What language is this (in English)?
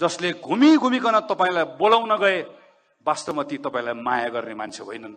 Nepali